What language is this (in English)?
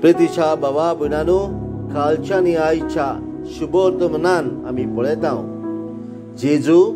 Konkani